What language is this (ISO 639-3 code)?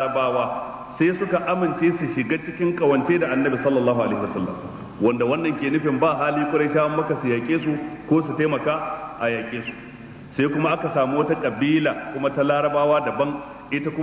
hau